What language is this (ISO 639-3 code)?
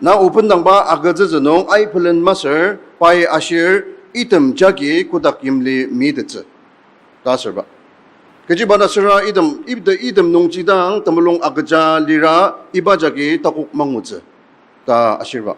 njo